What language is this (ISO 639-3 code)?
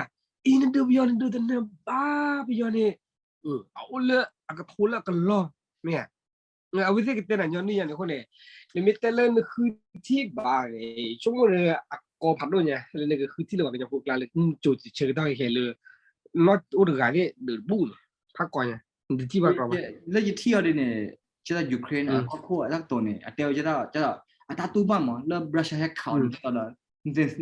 ksw